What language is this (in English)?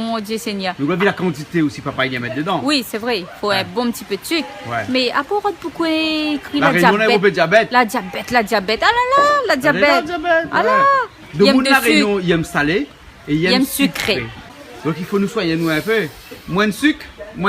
Réunion Creole French